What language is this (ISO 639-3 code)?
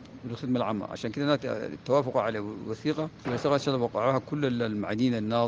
apd